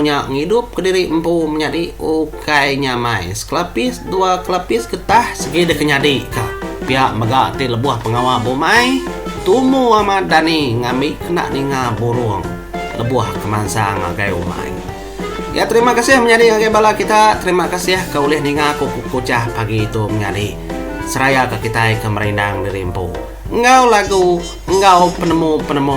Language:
Iban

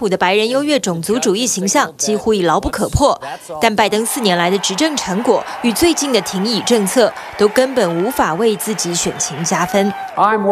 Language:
Chinese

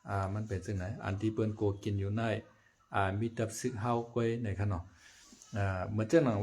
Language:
Shan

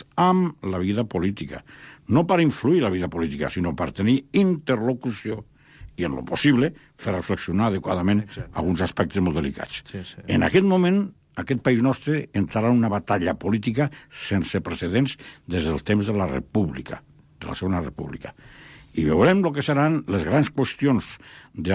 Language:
Catalan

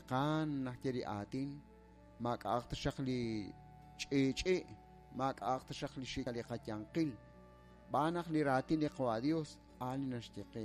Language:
Kekchí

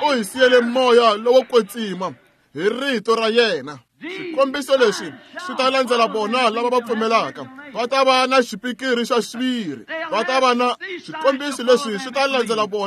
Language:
Tsonga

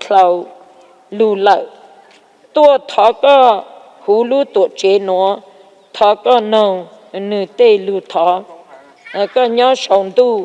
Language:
Hmong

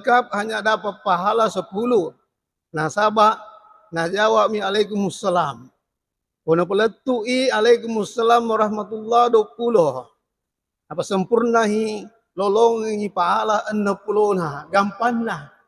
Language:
Buginese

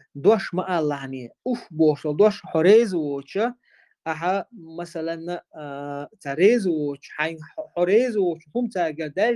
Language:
Chechen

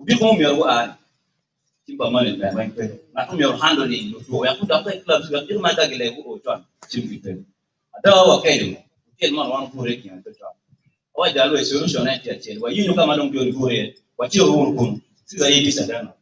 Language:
Acoli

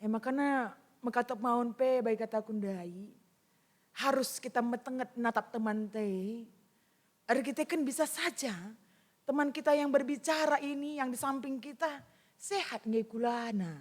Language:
Batak Karo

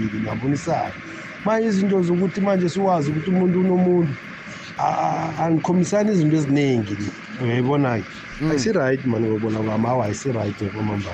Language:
South Ndebele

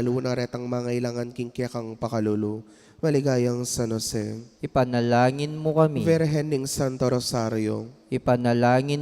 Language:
Pampanga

